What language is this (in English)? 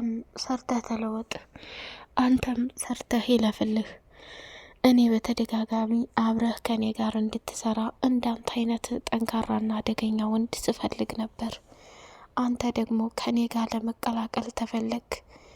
Amharic